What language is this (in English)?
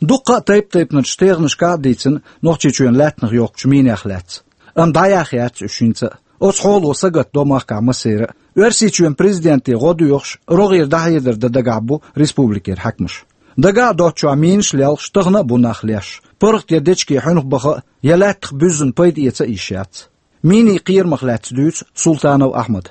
Chechen